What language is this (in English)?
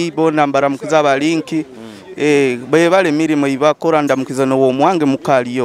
Nyoro